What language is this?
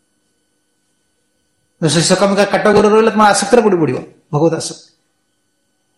Odia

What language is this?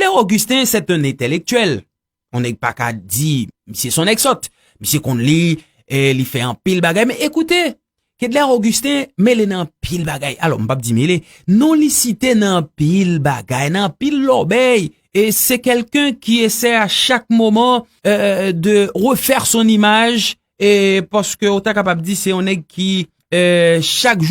Haitian Creole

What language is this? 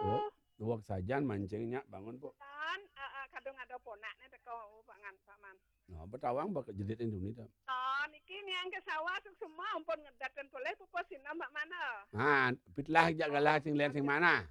Balinese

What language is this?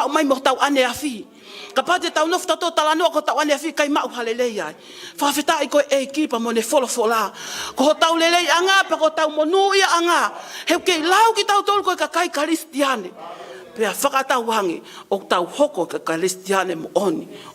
Tongan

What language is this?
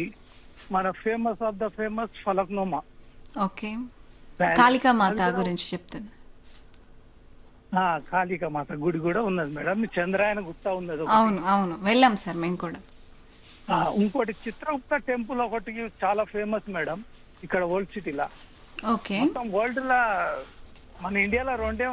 Telugu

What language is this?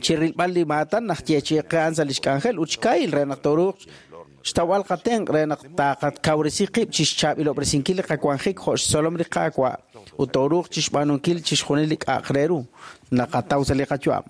Kekchí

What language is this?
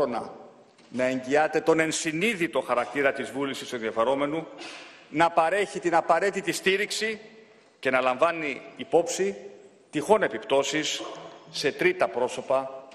Greek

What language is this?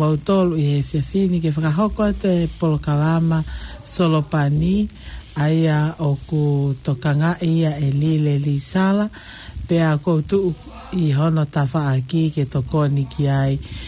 Tongan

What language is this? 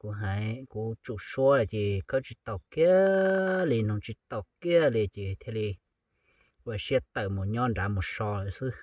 Hmong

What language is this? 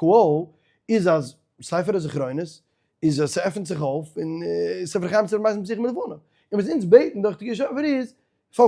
Yiddish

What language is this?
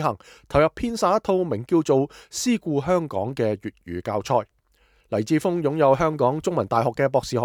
Cantonese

